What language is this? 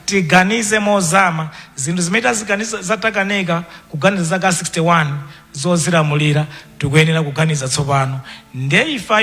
Nyanja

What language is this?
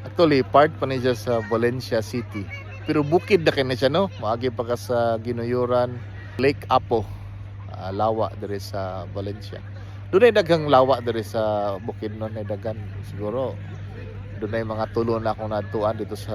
Cebuano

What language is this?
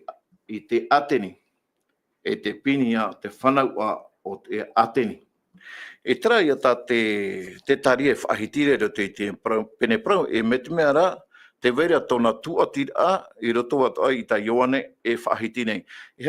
Tahitian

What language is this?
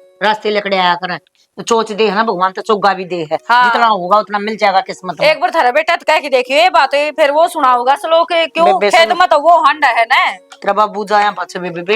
Haryanvi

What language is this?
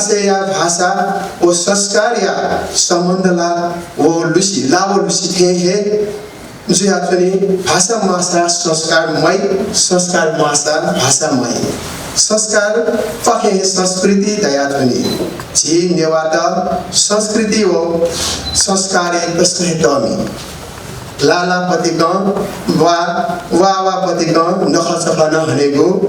Newari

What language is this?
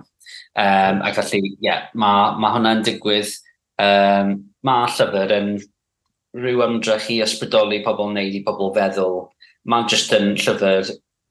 Welsh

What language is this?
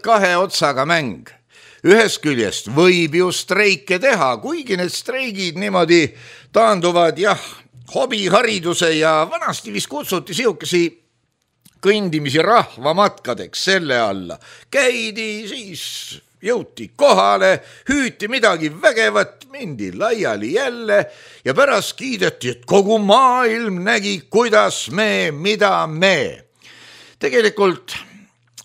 Estonian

